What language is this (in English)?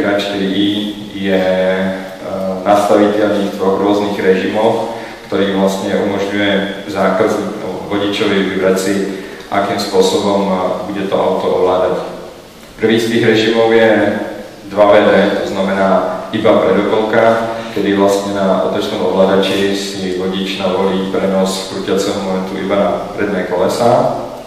Slovak